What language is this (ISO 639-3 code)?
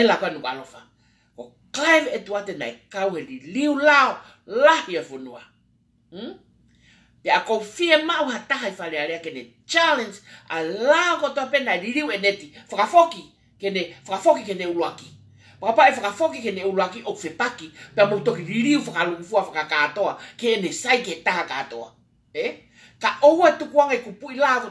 ton